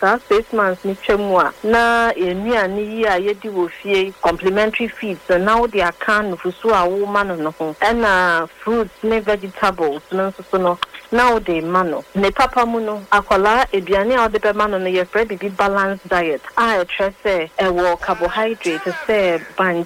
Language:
Akan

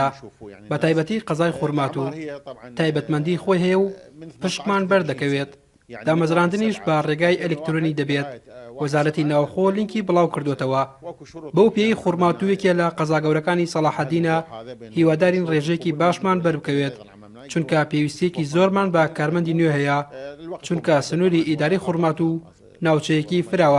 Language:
Central Kurdish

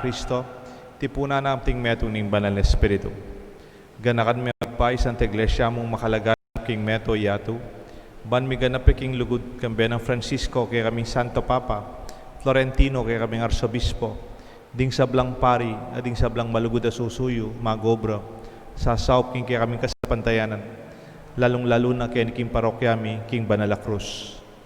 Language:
Pampanga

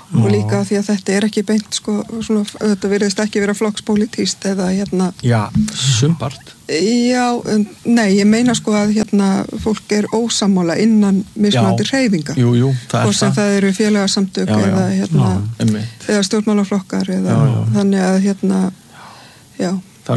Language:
Icelandic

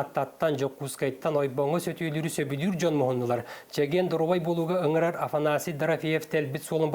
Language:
Yakut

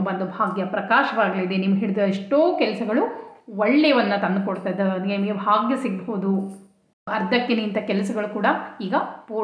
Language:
Kannada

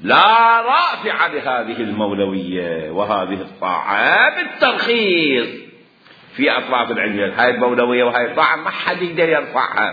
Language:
Mesopotamian Arabic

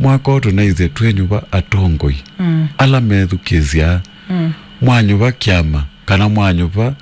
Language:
Kamba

